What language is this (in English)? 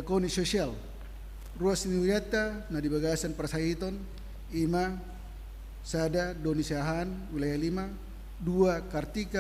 Batak Toba